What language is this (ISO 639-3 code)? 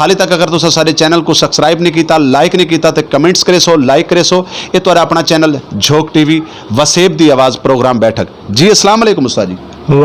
skr